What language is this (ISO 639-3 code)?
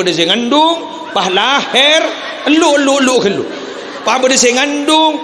mad